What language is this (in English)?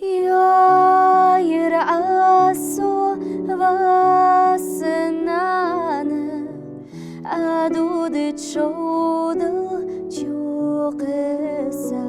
Ingush